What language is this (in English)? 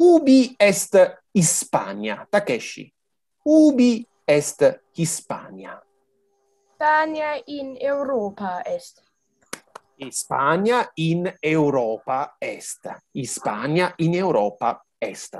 Latin